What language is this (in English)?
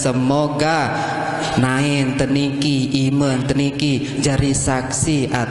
Sasak